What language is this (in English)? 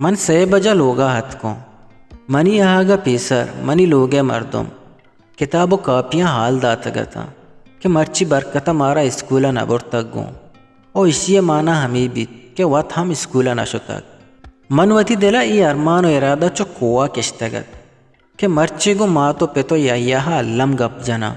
Eastern Balochi